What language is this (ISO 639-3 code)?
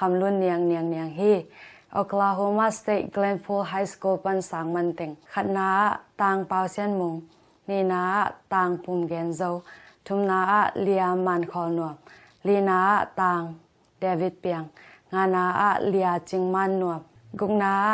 ctd